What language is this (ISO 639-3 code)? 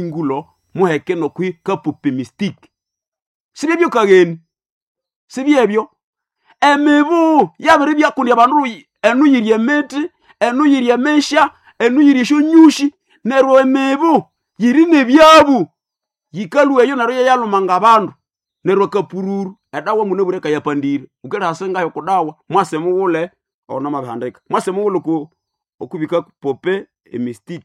nnb